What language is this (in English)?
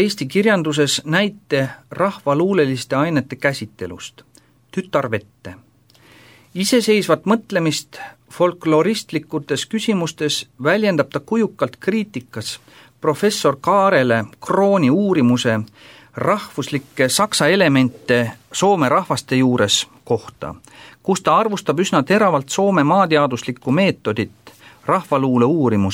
Estonian